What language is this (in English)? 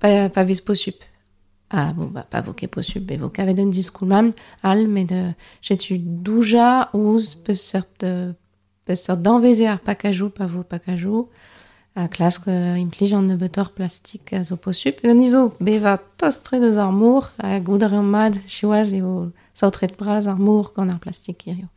Breton